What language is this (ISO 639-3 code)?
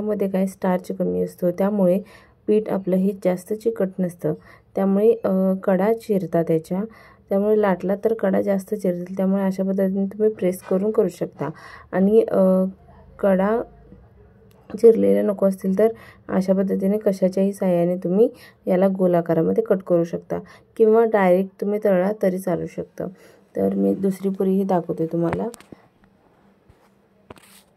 mar